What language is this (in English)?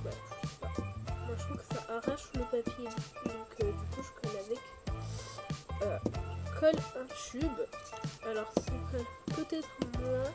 French